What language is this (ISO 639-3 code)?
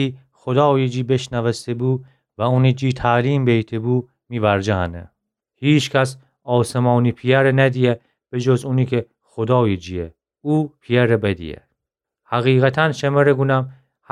glk